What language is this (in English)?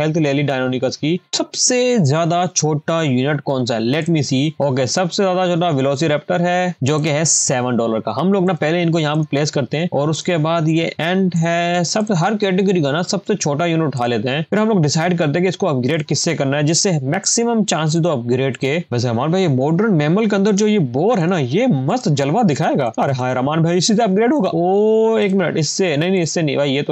Hindi